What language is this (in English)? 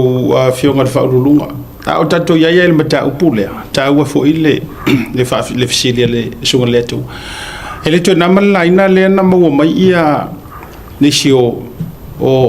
Samoan